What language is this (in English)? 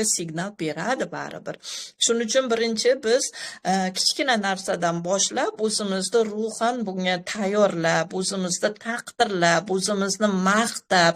Uzbek